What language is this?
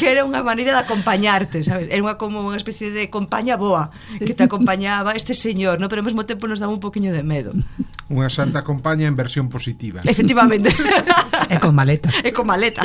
Galician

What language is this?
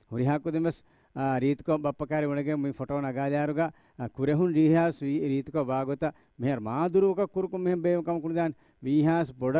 Divehi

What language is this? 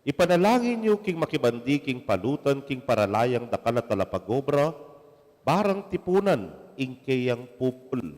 Pampanga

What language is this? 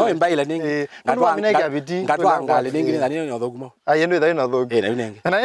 Kamba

